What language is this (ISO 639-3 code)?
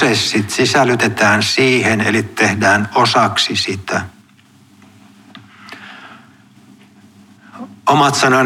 fin